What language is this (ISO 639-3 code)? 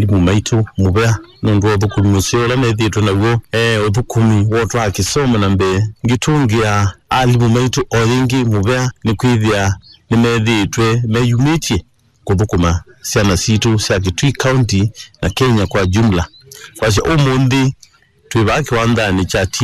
kam